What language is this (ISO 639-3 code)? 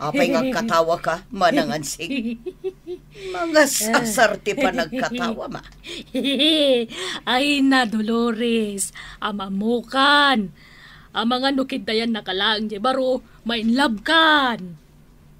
ilo